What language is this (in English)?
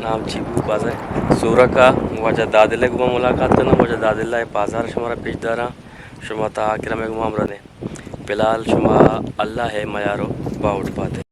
Eastern Balochi